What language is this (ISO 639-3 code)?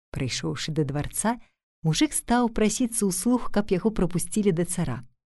bel